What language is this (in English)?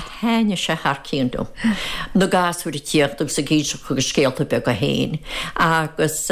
Irish